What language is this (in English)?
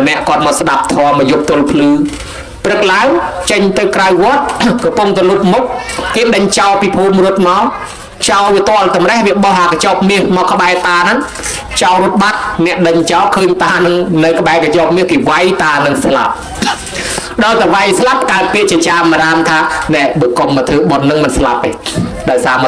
Khmer